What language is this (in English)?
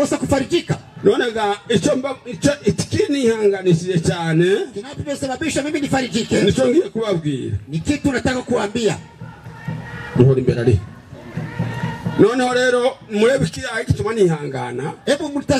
Kinyarwanda